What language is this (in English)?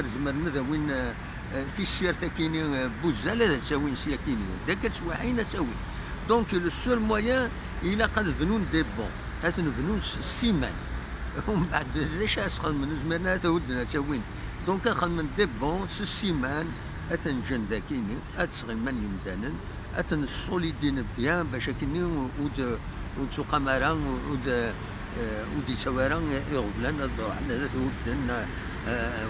Kabyle